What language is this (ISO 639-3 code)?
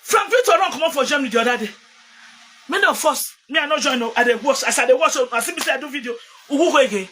pcm